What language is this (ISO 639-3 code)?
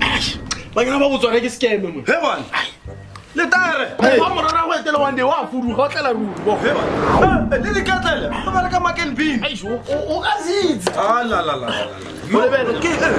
tsn